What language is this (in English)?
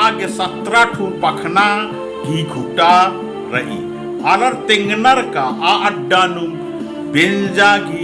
Kurukh